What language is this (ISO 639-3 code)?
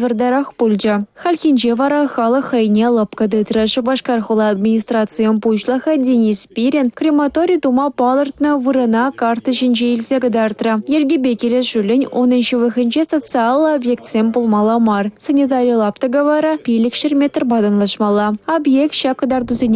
chv